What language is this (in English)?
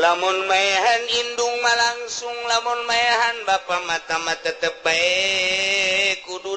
Sundanese